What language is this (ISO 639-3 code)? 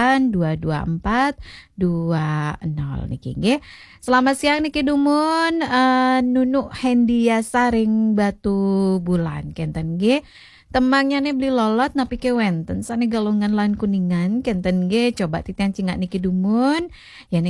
ban